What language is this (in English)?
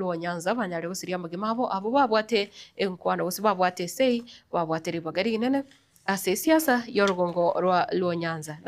Gusii